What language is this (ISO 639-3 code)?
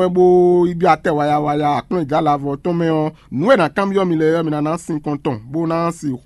fon